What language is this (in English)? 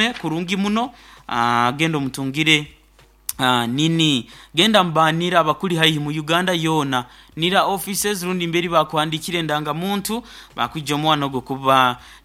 Nyoro